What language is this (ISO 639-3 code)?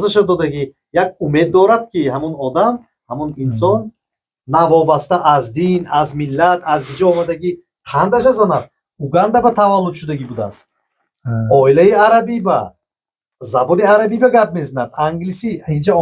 tgk